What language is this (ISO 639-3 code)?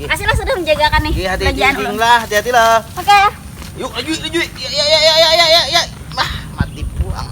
bjn